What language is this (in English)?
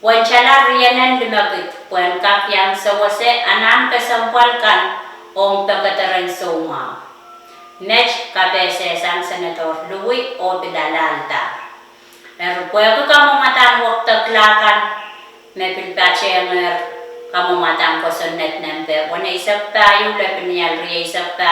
Pohnpeian